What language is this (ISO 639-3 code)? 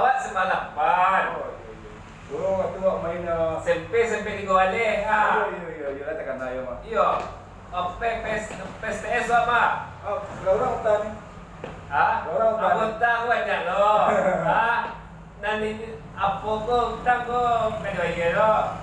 min